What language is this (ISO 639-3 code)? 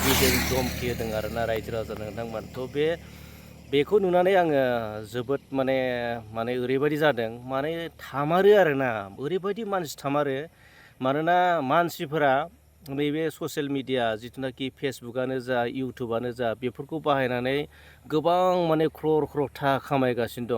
brx